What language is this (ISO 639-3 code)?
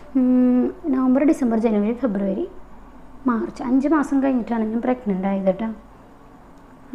mal